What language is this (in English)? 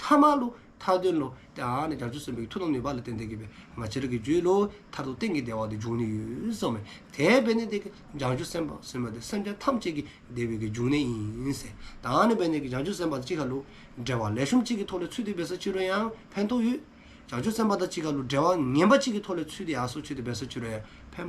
Dzongkha